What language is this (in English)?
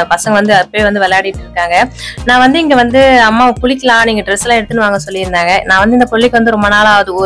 Tamil